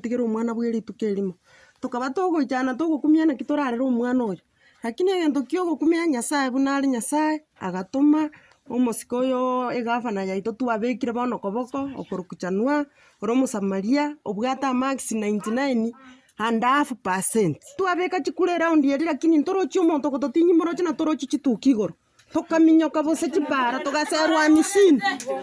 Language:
Gusii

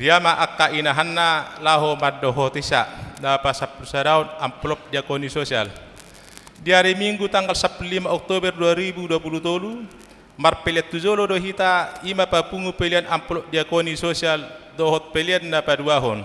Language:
Batak Toba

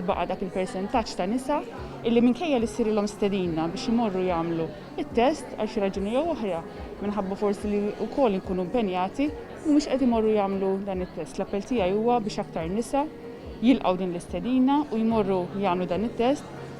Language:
Maltese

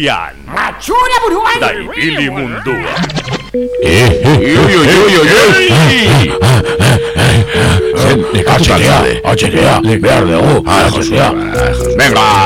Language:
Basque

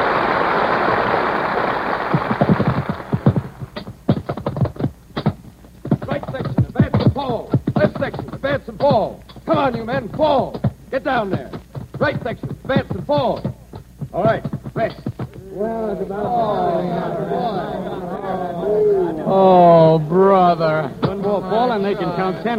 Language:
English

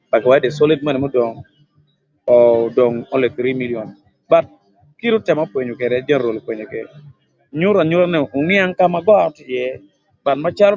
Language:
Acoli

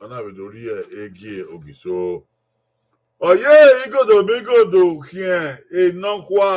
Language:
Bini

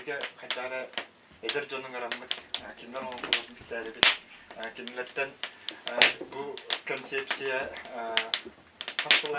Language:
Yakut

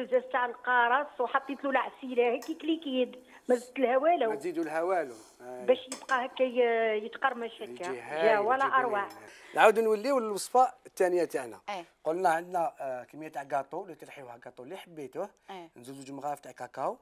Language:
Algerian Arabic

